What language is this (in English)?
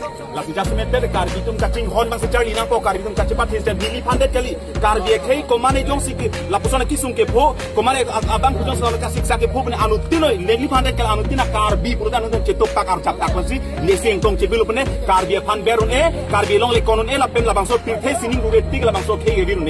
Karbi